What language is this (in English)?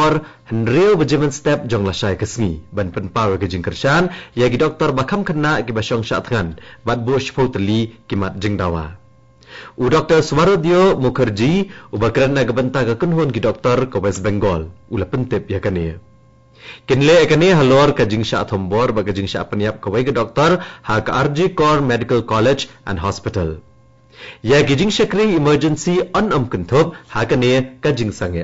Khasi